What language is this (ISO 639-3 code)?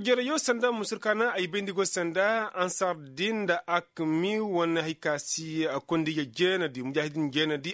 ses